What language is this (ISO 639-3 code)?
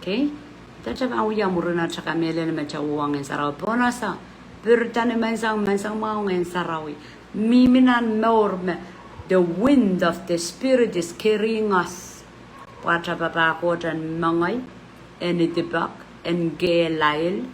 pon